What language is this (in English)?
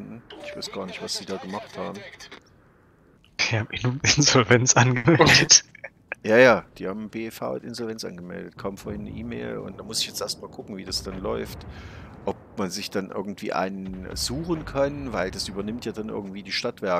German